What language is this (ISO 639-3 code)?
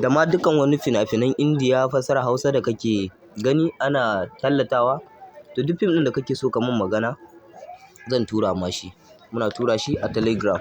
hau